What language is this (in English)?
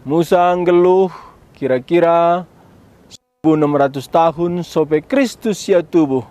Batak Karo